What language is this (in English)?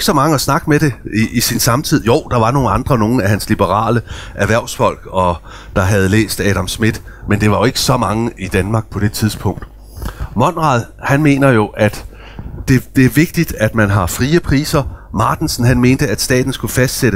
Danish